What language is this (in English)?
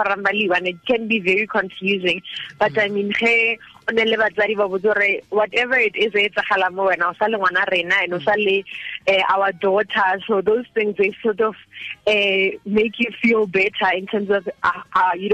Tswana